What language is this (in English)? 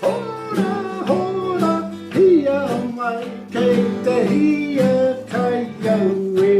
Māori